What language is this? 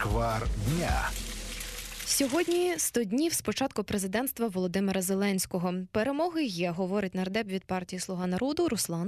Ukrainian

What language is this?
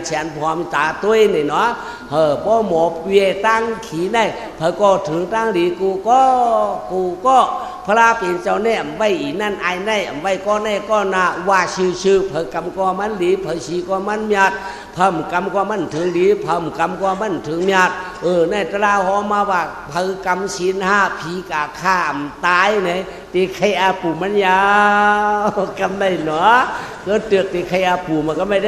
Shan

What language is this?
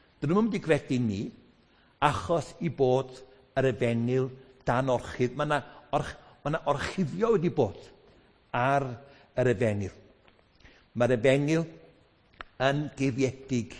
Welsh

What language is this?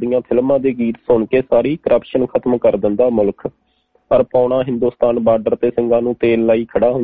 Punjabi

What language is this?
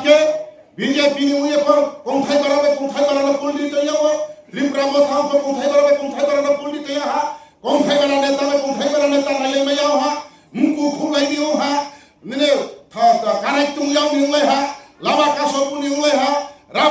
Riang (India)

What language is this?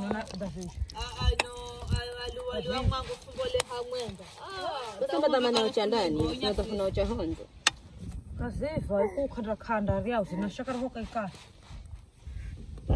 Swahili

